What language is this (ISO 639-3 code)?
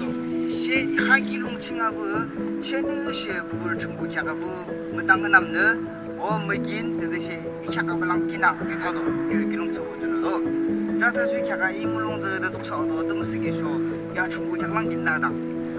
yim